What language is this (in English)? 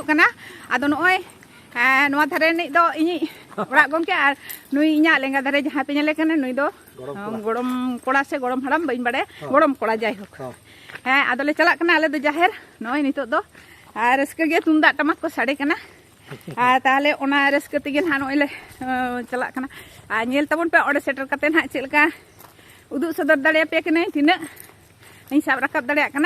Santali